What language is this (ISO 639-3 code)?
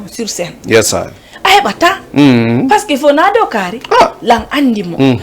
ful